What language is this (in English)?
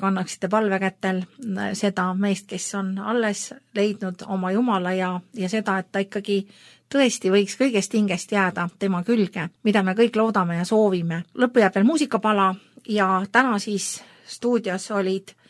Estonian